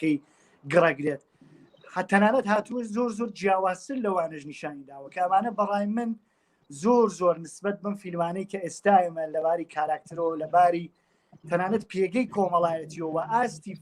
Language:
Central Kurdish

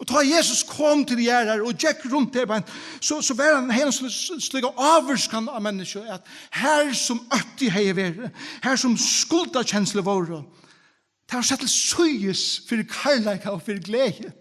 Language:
Faroese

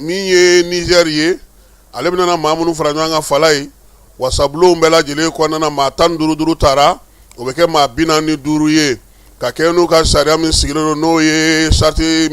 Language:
Bambara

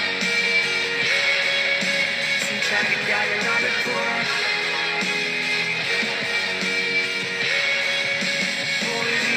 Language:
Korean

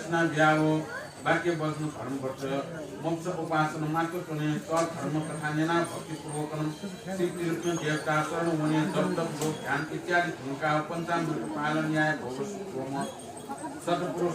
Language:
Newari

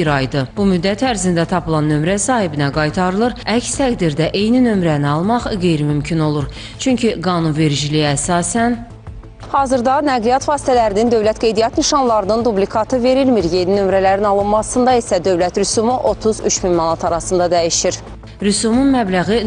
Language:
Azerbaijani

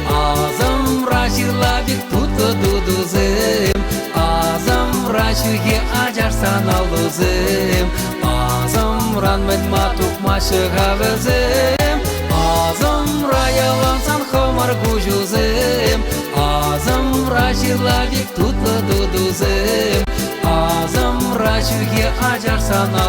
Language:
Chuvash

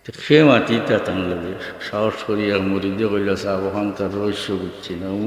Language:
Sylheti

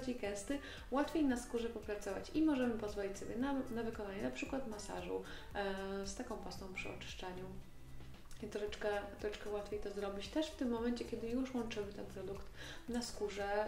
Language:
Polish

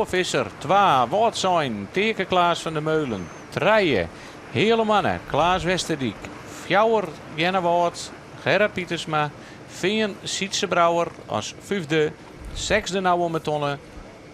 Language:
Western Frisian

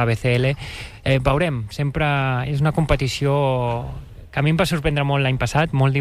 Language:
Catalan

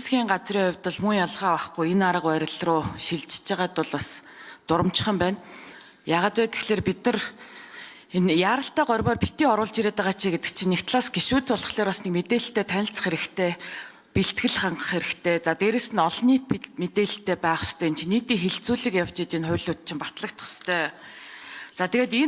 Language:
Mongolian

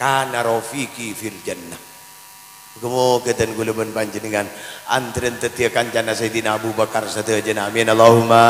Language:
Madurese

